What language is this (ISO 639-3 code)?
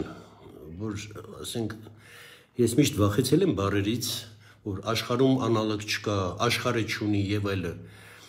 hye